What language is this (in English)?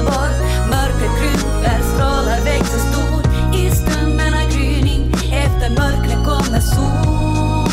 Swedish